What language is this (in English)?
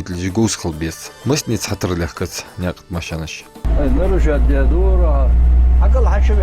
Ingush